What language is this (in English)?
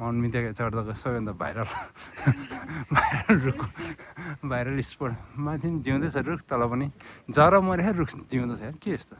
Nepali